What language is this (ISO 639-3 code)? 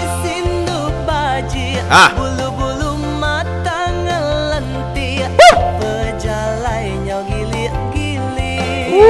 iba